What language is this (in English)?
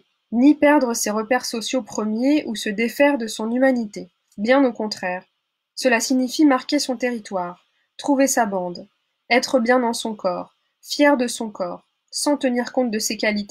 French